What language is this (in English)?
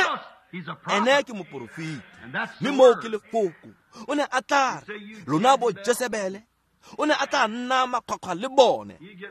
Tswana